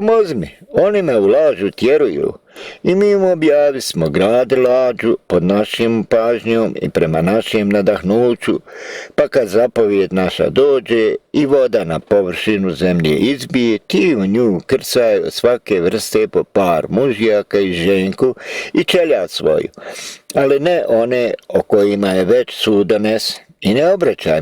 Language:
Bosnian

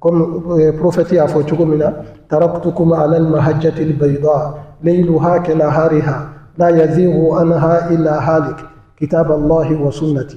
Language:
Bambara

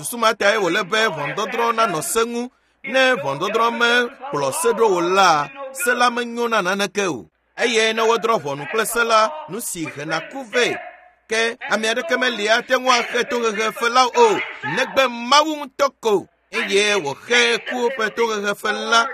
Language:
Ewe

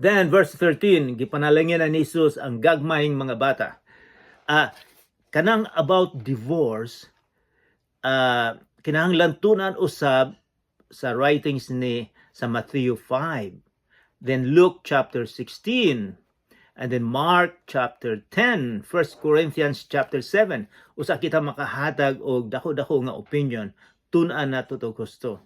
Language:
Cebuano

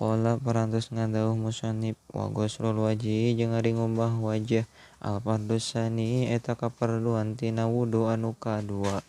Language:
Sundanese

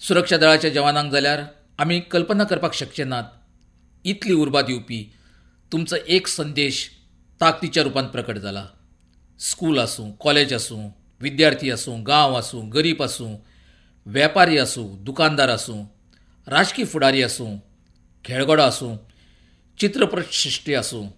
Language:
Konkani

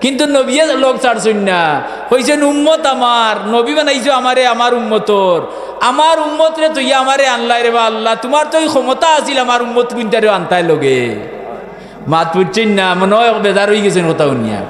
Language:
Sylheti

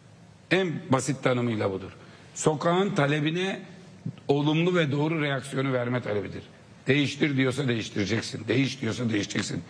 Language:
Turkish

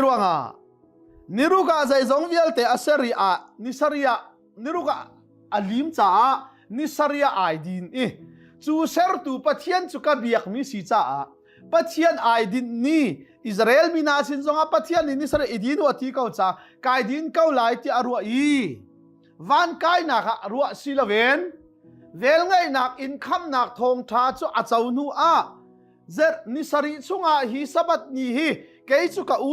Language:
Hakha Chin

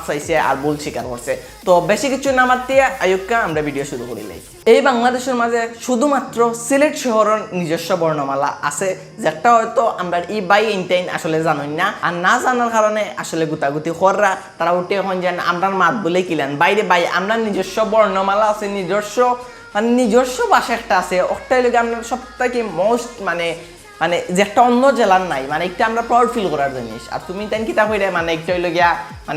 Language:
Sylheti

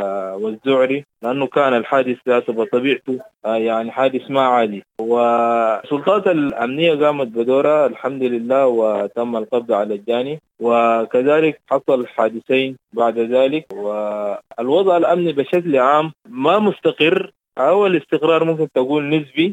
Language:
Sudanese Arabic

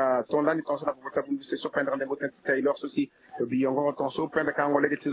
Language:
Sango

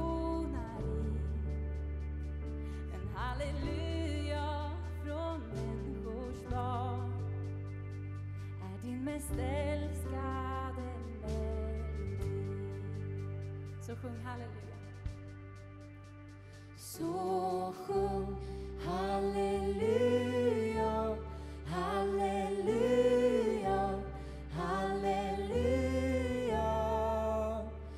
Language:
Swedish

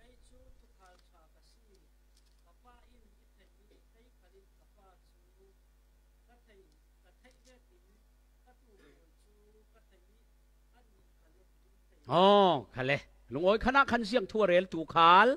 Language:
Falam Chin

